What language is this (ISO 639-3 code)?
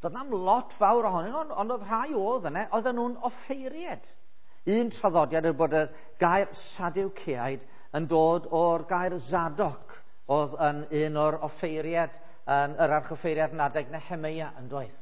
cym